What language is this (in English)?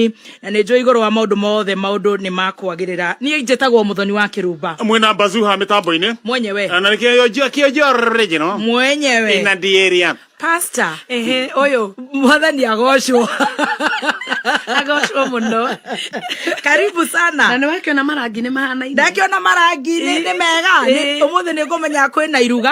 Kikuyu